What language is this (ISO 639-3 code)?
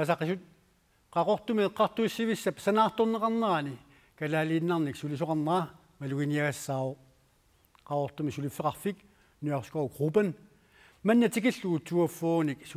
kal